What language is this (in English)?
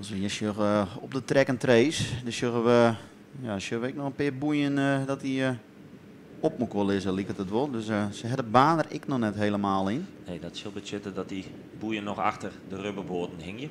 Western Frisian